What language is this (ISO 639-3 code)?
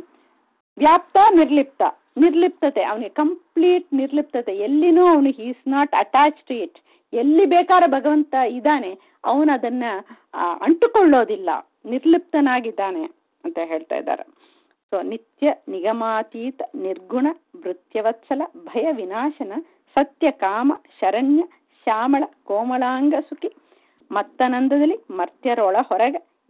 kan